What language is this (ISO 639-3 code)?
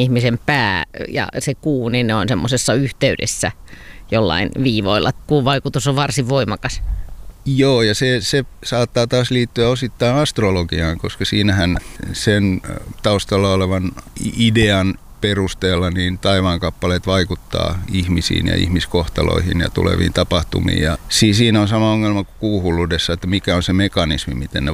fin